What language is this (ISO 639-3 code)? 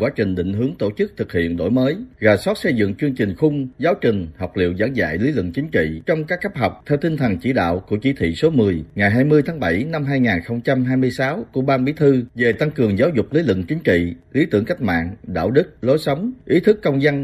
vie